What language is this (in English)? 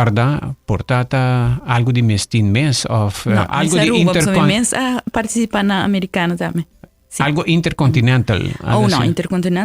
Papiamento